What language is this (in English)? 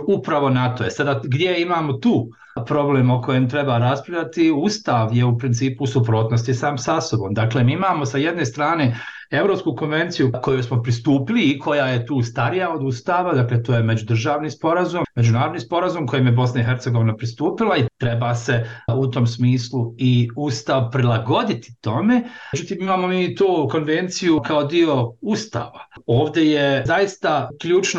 Bosnian